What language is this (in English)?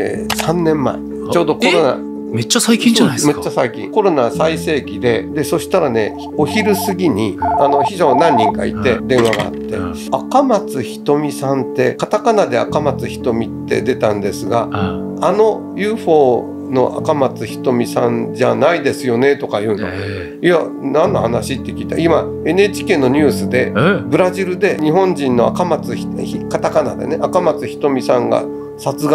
Japanese